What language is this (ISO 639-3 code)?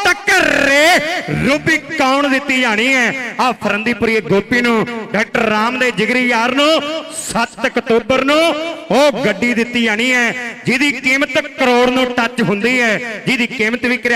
pan